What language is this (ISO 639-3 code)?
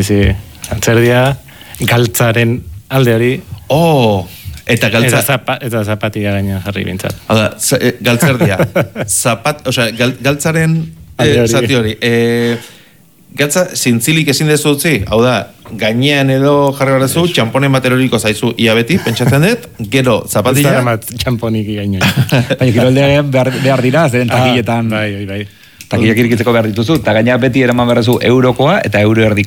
eus